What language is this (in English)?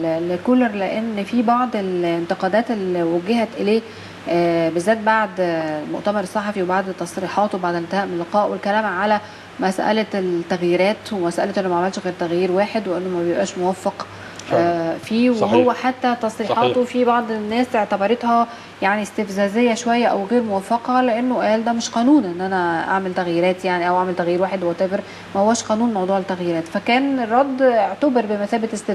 Egyptian Arabic